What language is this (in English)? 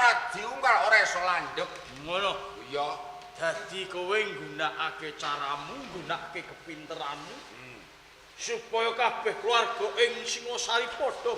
Javanese